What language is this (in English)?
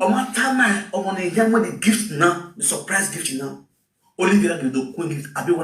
Nigerian Pidgin